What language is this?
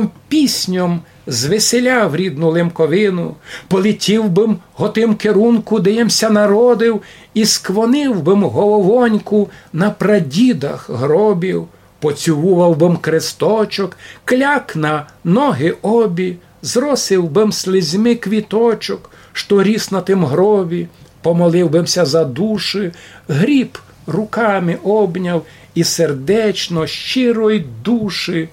Rusyn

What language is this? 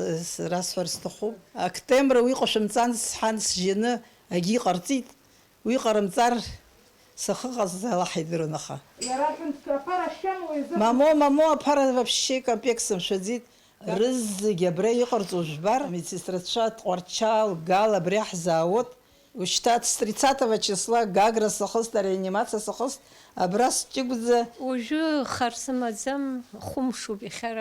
Abkhazian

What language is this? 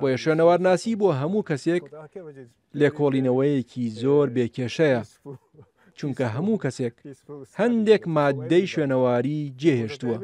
Central Kurdish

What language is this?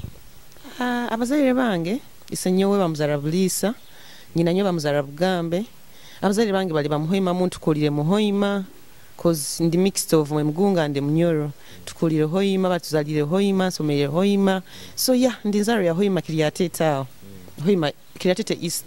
Nyoro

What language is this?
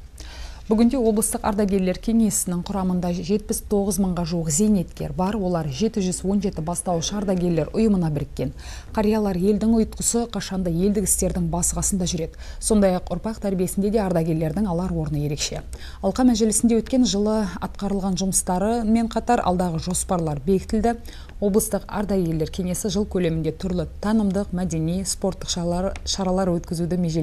Kazakh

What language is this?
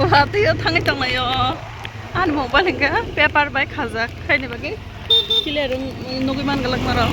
Kok Borok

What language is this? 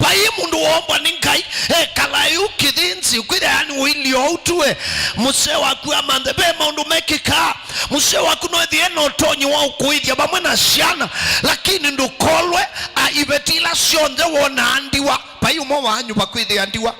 Kamba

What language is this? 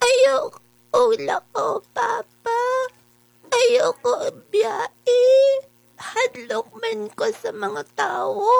Cebuano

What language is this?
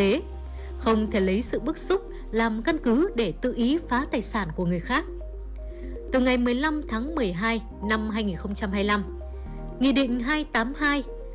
Vietnamese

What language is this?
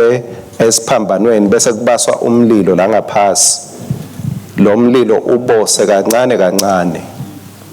Swati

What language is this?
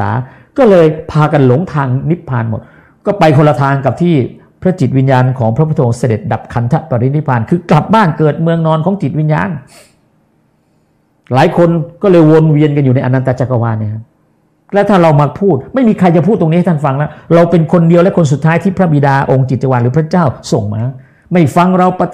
Thai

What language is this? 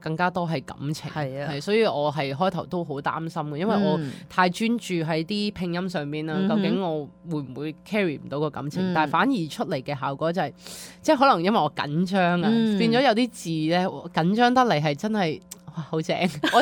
Cantonese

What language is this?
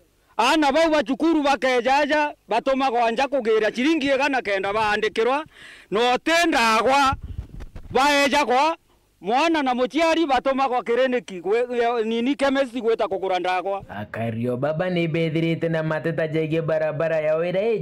Meru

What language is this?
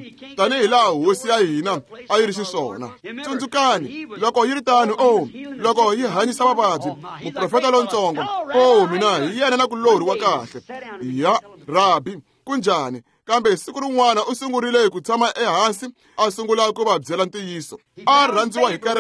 Tsonga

